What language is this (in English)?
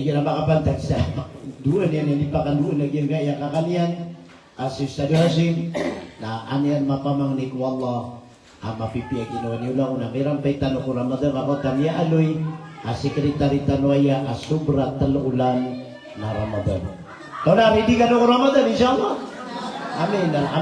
Maranao